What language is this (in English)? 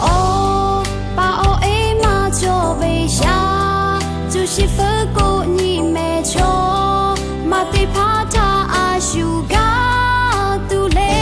Lahu